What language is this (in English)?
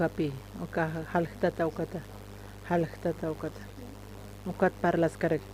Aymara